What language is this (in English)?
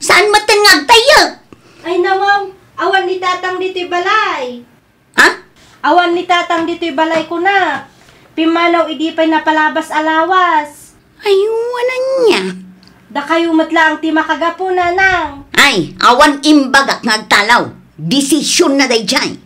Iloko